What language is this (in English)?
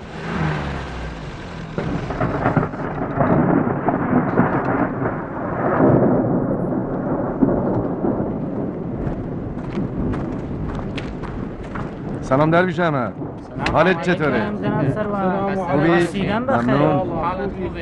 Persian